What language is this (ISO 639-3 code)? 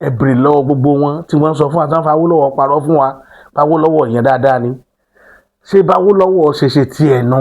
yor